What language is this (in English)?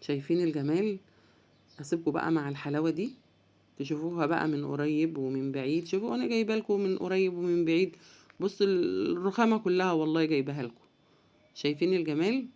Egyptian Arabic